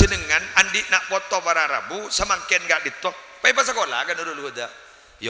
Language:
Madurese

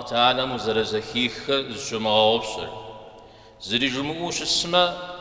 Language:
Kabardian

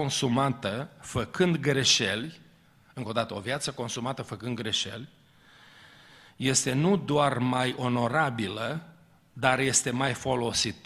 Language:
Romanian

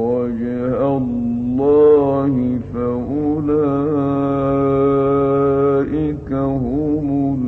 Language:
Arabic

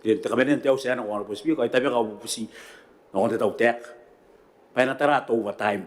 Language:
Gilbertese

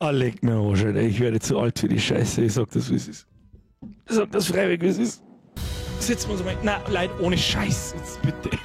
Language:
Bavarian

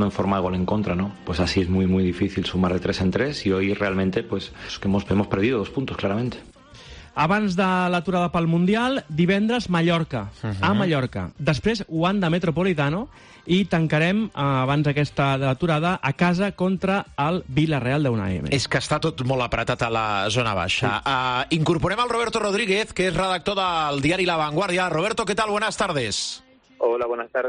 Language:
Catalan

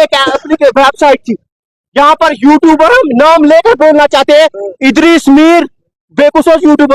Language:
Kashmiri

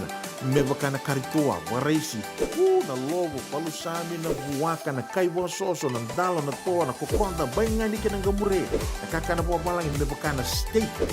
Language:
Fijian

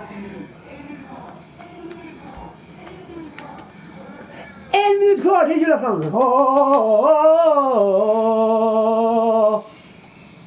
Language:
Swedish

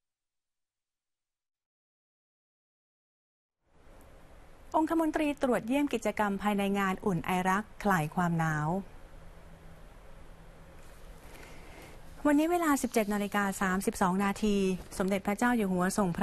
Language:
Thai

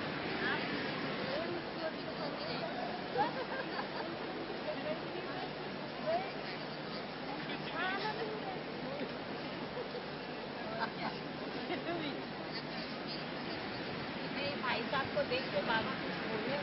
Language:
Hindi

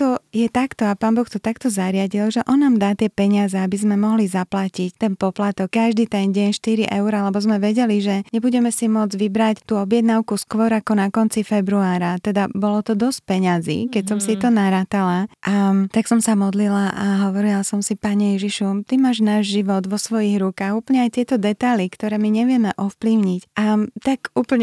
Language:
Slovak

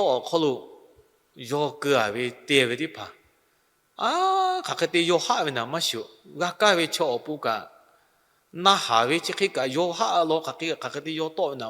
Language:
Lahu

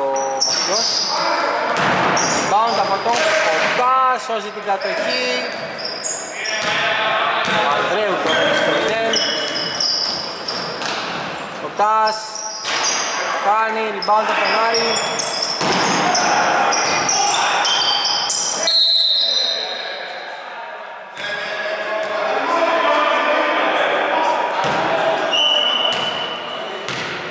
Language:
Greek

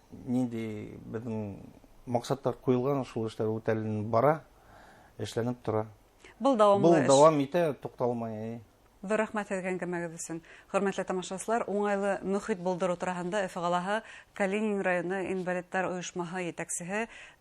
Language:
Bashkir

